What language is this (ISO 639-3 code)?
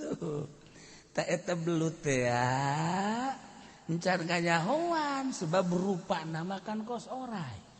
sun